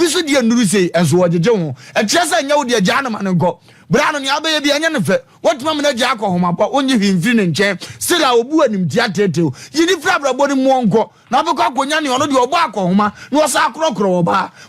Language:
Akan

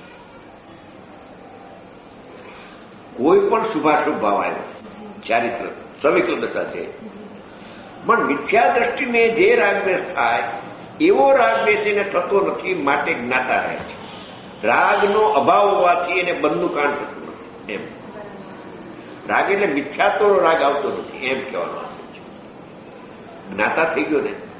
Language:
Gujarati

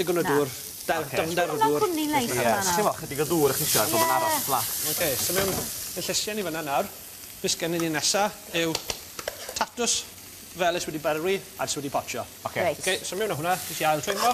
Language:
Welsh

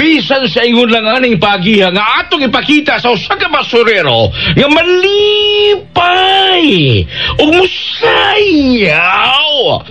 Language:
Cebuano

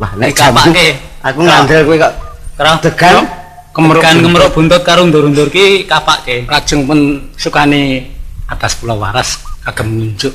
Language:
Javanese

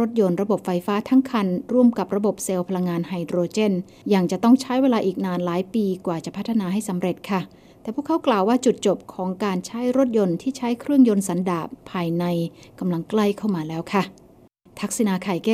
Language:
Thai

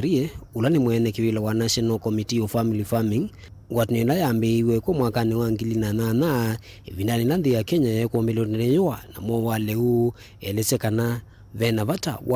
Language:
Kamba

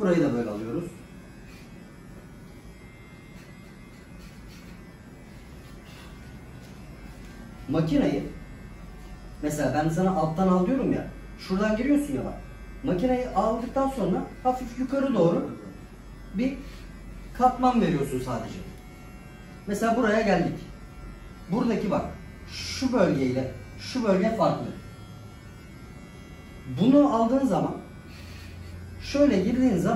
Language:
Turkish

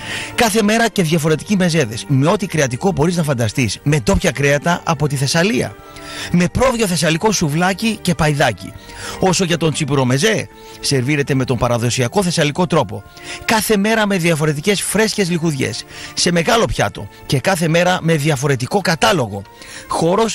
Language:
Greek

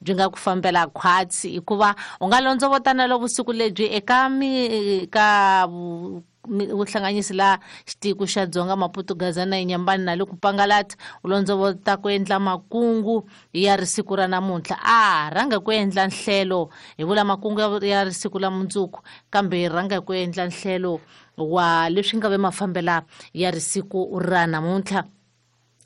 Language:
Tsonga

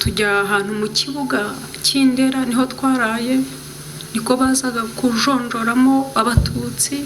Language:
Kinyarwanda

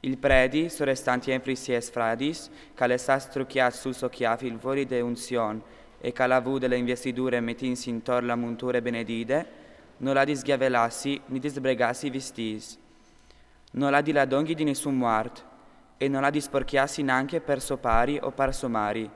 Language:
Friulian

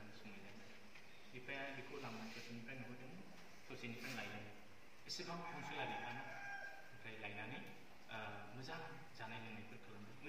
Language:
Bodo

